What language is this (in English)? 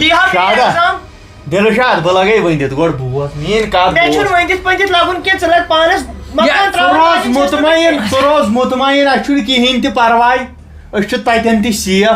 Kashmiri